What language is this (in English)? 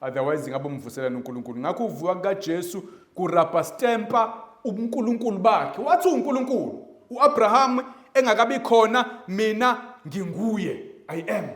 Zulu